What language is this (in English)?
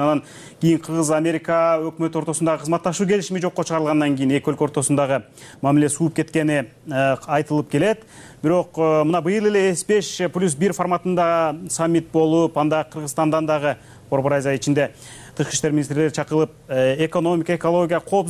Kyrgyz